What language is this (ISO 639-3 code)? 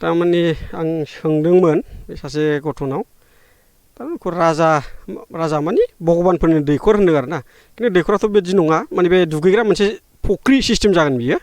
brx